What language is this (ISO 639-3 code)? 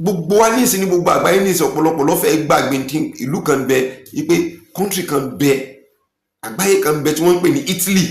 yor